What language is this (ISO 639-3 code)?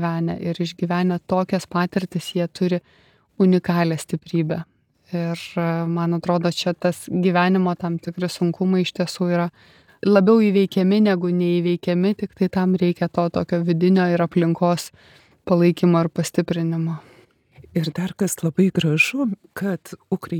lit